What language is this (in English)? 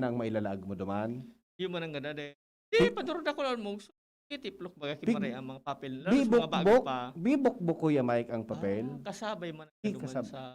Bikol